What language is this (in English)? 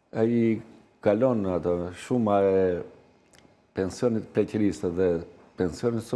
Albanian